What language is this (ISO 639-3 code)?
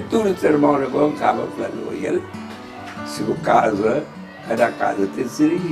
kea